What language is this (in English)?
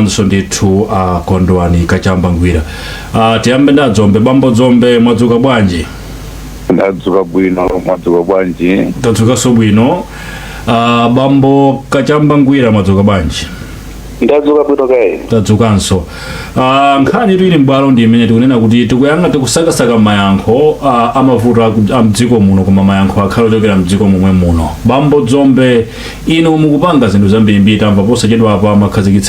Nyanja